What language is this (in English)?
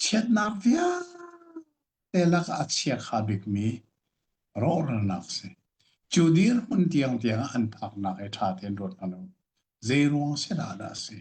Hakha Chin